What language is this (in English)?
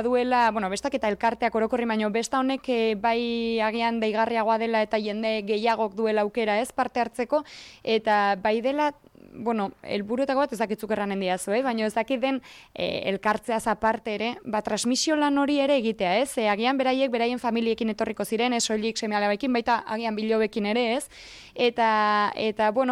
Basque